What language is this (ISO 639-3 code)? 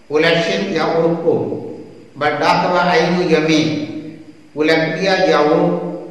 kha